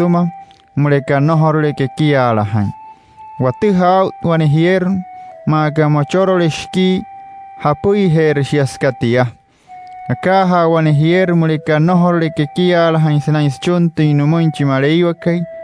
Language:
Wayuu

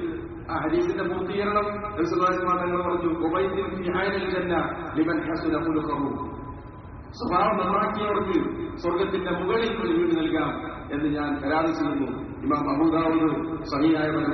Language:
Malayalam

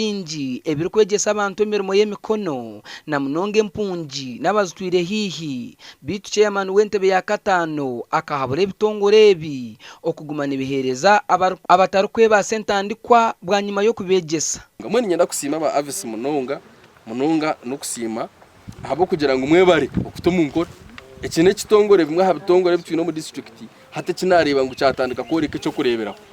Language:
Nyankole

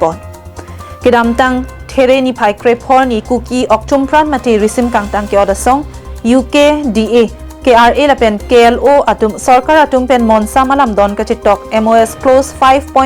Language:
Karbi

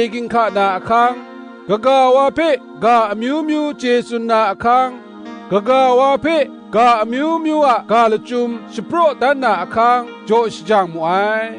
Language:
Kachin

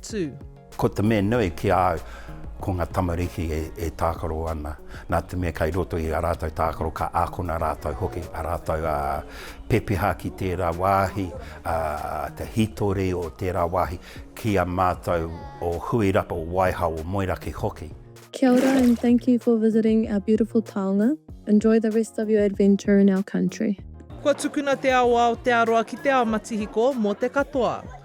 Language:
Māori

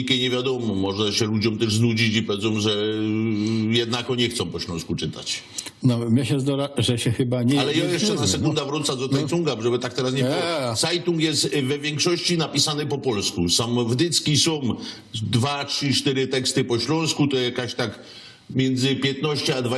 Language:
Silesian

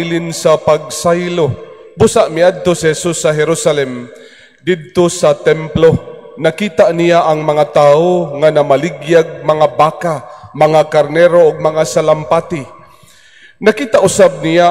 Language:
Cebuano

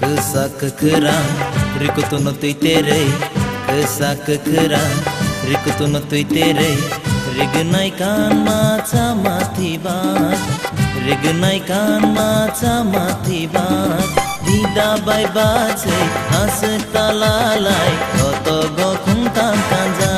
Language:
Kok Borok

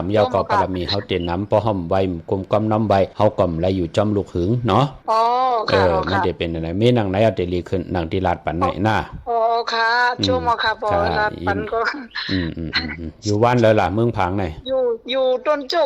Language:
Shan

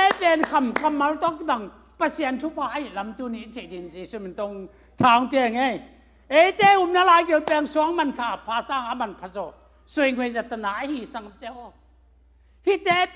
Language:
Tedim Chin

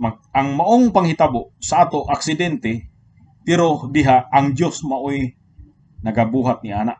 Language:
Cebuano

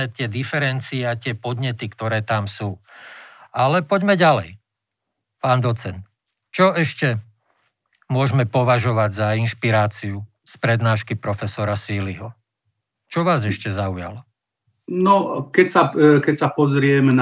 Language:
Slovak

